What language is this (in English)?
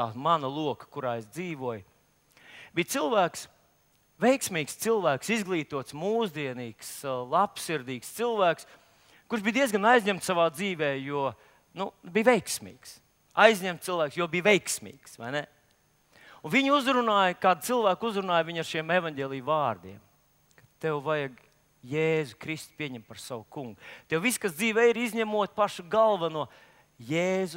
Latvian